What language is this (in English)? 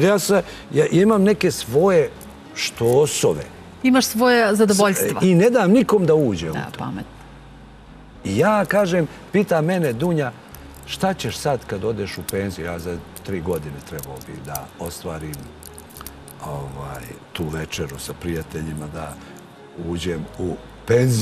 Serbian